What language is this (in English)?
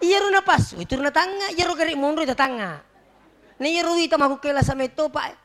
Buginese